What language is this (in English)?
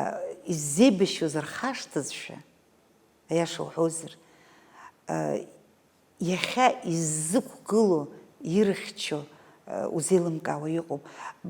Abkhazian